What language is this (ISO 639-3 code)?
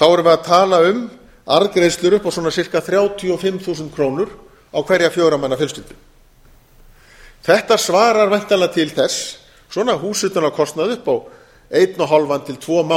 isl